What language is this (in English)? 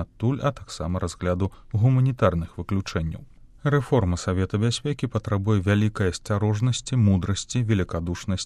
Belarusian